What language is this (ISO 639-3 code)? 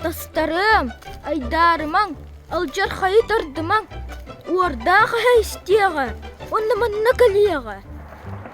sah